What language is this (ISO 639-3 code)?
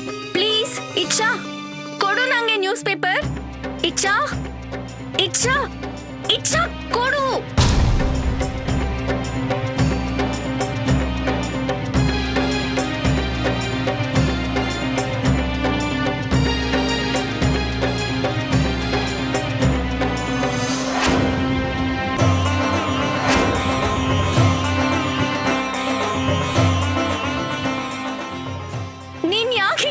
kan